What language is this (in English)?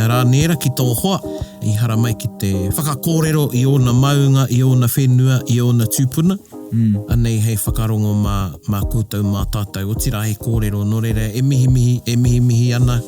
Māori